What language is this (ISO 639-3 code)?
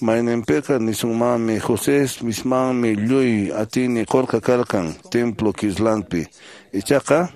que